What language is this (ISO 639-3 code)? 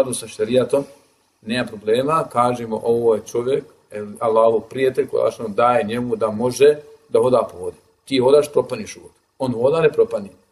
bos